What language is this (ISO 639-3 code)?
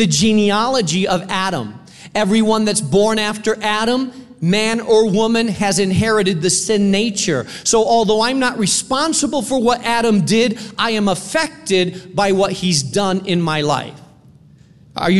eng